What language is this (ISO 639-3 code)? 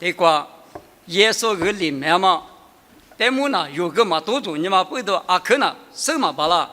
lis